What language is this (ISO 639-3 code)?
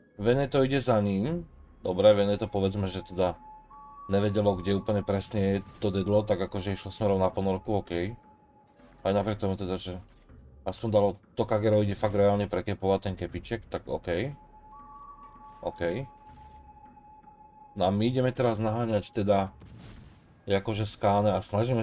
slk